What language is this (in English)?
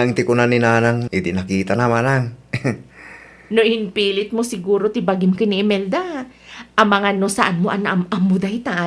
Iloko